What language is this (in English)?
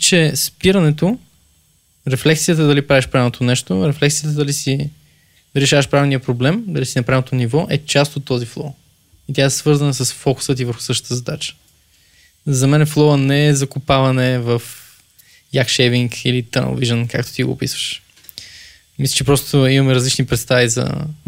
Bulgarian